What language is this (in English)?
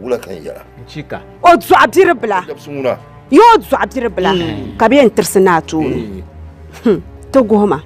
Dagbani